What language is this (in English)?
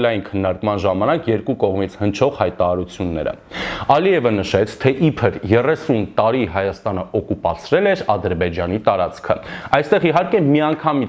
Armenian